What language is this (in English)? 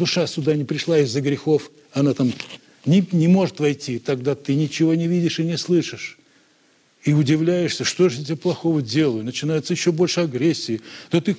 Russian